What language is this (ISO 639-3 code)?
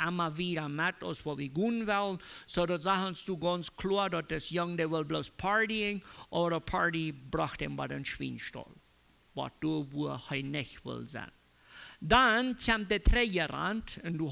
pdt